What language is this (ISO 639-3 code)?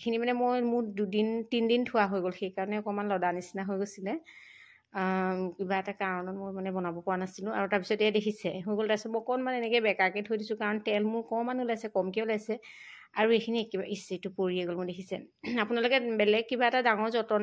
asm